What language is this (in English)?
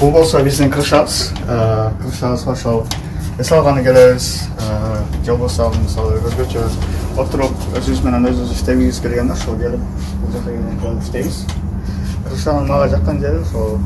Kyrgyz